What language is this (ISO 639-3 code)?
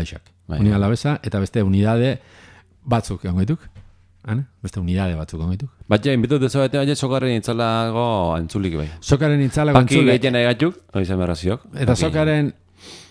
eus